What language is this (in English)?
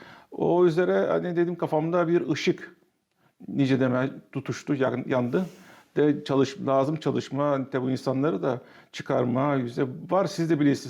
Gagauz